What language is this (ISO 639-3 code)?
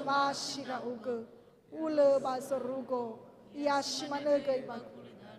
nia